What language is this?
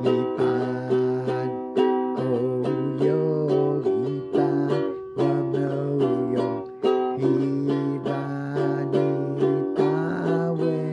Pohnpeian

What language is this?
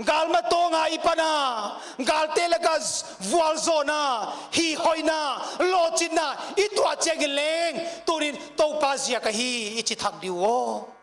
Paite Chin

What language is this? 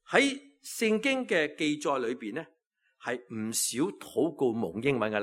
Cantonese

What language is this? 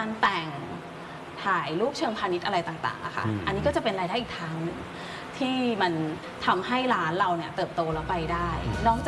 Thai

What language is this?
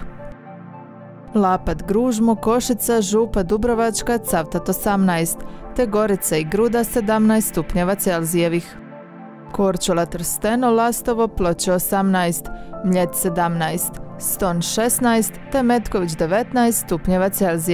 Croatian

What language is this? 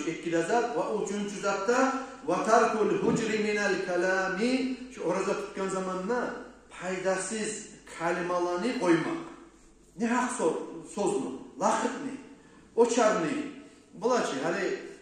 Kumyk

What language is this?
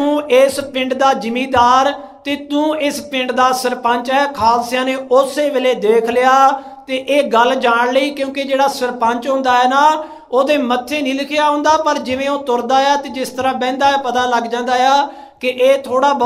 Punjabi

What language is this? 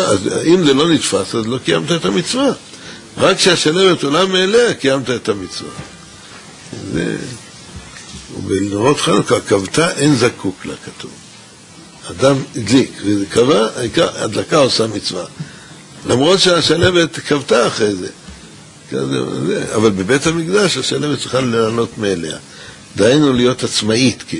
Hebrew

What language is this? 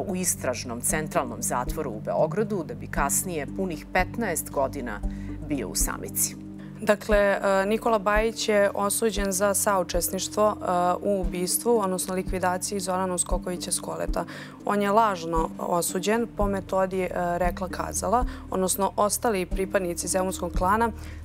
Serbian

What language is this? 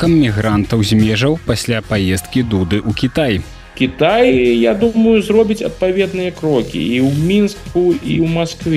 Belarusian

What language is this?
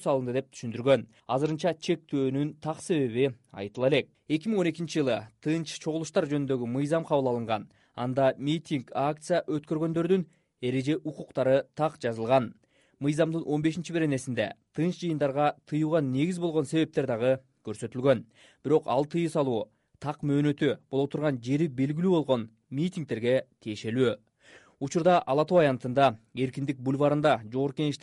Kyrgyz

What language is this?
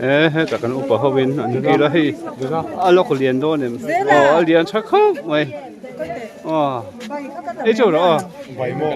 Mizo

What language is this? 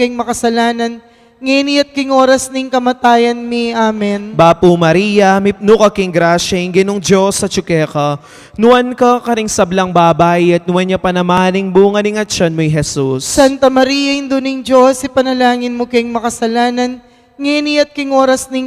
Pampanga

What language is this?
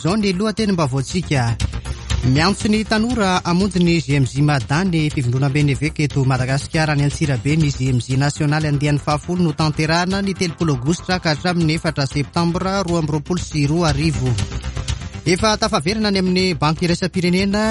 Malagasy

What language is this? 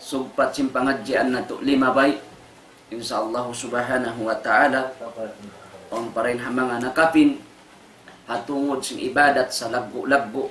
Tausug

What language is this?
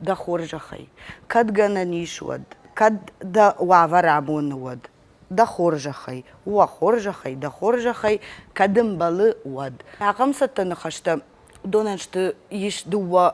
Ossetic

